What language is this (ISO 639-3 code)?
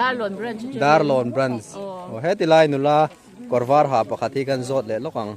lus